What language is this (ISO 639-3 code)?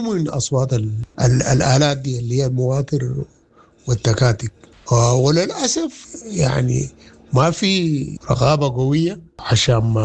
apd